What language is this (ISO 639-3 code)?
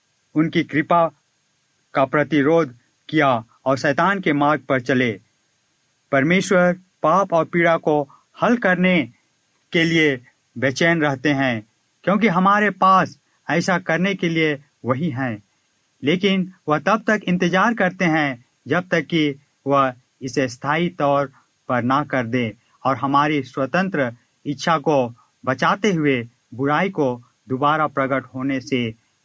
hin